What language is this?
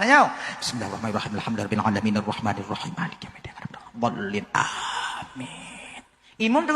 Achinese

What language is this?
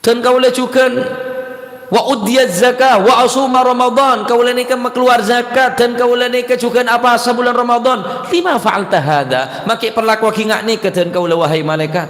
Madurese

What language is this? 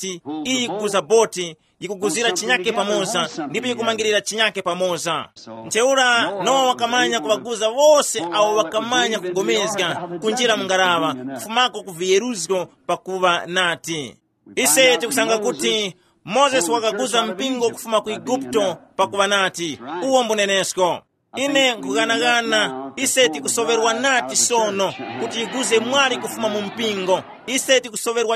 Tumbuka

